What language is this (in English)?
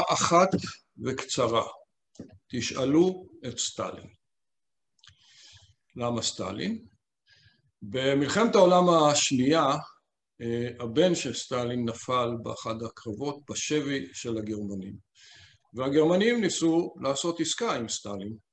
Hebrew